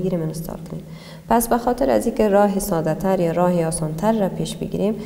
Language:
Persian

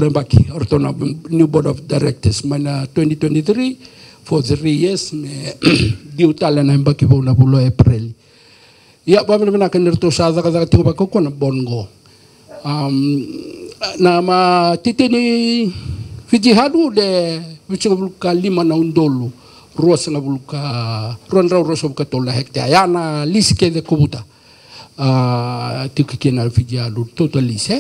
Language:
Fijian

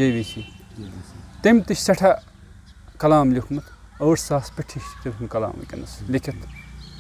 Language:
Kashmiri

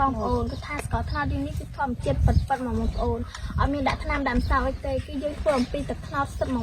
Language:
Khmer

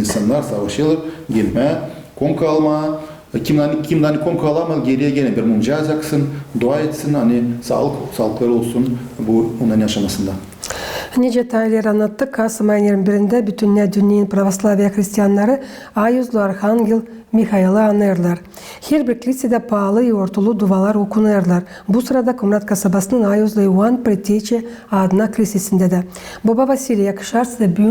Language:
Gagauz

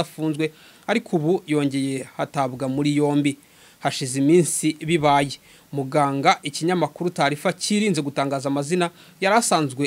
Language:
Kinyarwanda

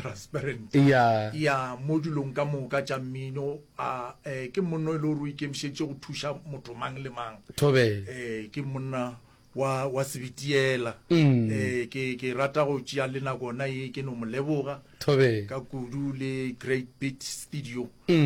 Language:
Northern Sotho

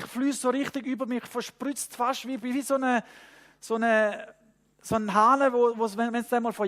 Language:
Swiss German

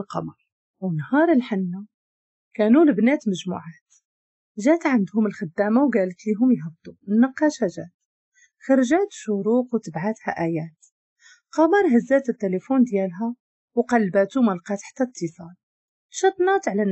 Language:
Moroccan Arabic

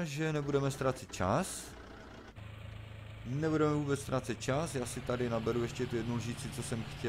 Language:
Czech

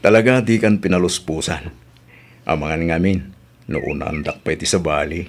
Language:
Iloko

